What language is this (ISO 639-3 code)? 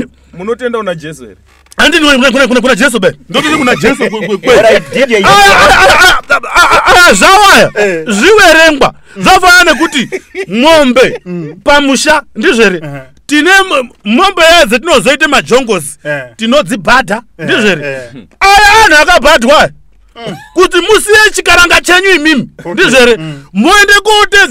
sna